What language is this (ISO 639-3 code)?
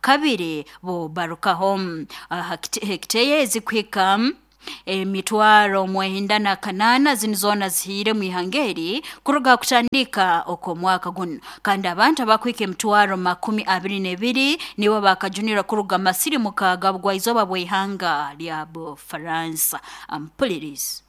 nyo